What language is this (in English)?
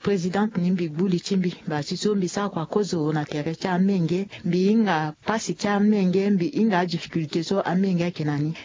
Sango